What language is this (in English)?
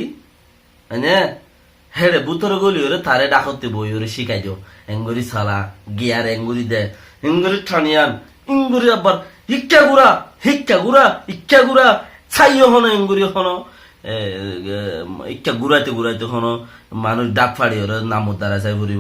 Rohingya